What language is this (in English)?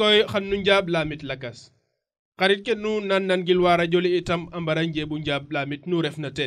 Serer